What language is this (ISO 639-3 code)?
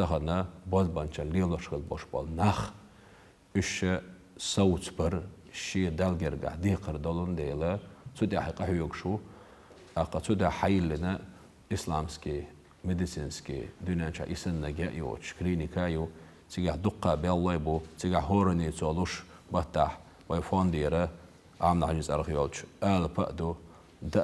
che